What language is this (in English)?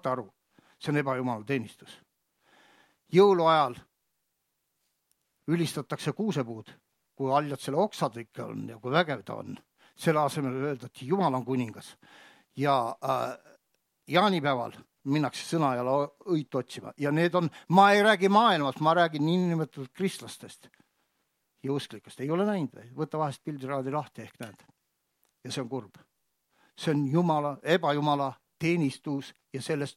Estonian